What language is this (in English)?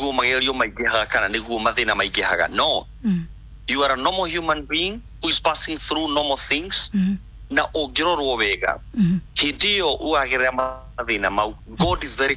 Kikuyu